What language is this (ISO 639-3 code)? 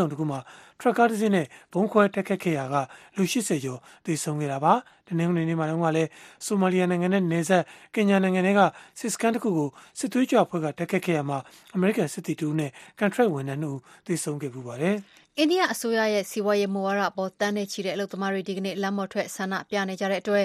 mya